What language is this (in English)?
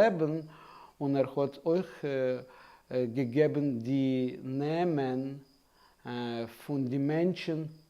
Yiddish